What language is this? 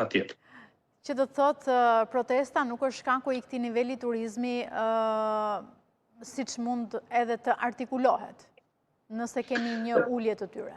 Albanian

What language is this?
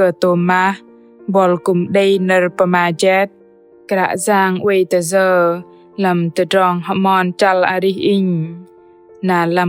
Bahnar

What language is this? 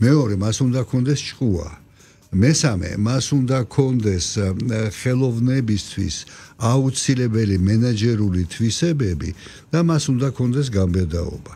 Georgian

